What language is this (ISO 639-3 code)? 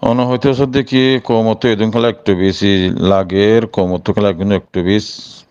rhg